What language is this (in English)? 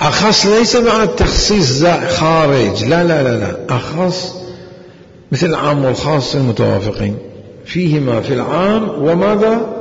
Mesopotamian Arabic